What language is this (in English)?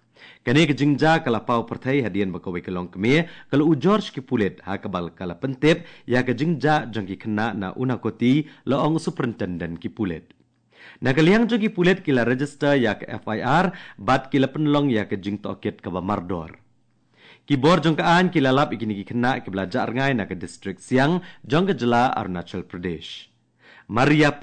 Khasi